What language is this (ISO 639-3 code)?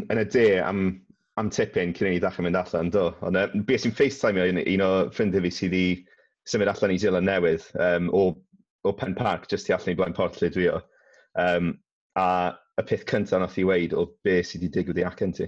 cym